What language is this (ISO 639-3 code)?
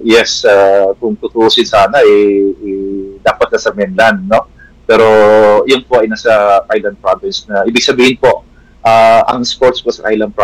fil